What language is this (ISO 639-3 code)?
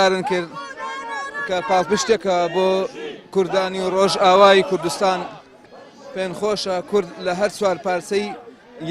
ckb